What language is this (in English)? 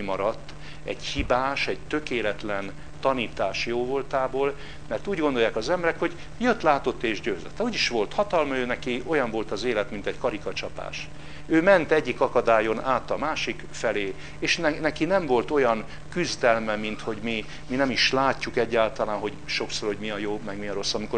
Hungarian